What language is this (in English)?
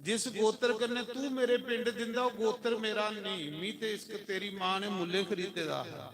Dogri